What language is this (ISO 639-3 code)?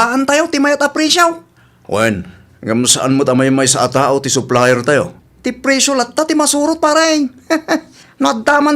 ilo